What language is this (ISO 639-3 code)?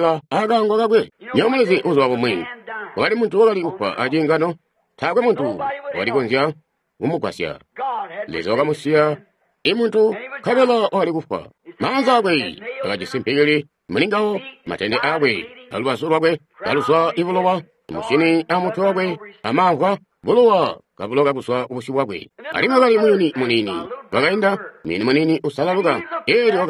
toi